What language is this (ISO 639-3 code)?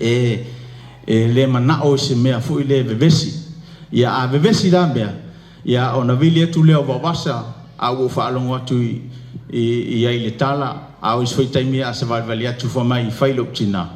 smo